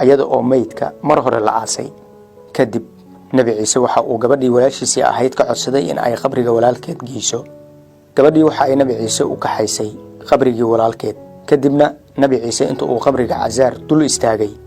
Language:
Somali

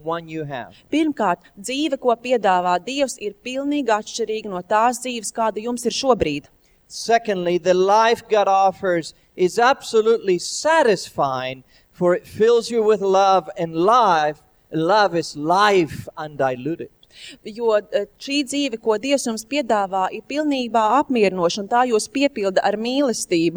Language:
Latvian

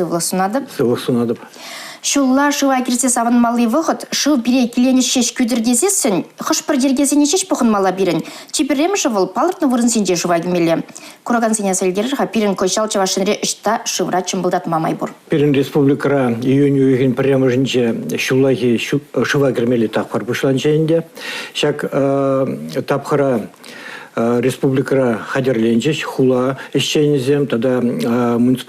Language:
Chuvash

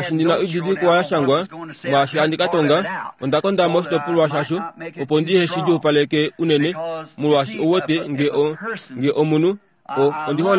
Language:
Kuanyama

